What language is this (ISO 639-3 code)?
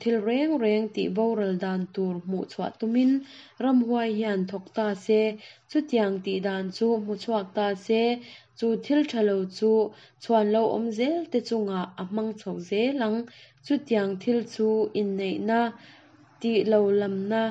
lus